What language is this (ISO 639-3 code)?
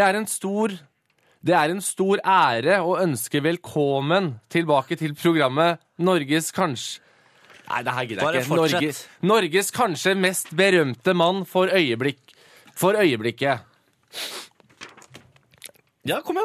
nor